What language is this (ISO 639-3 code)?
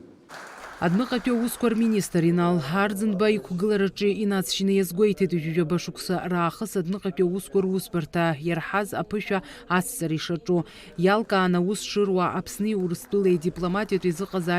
abk